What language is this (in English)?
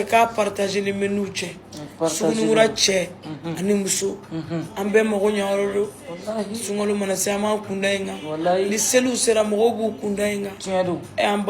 Bambara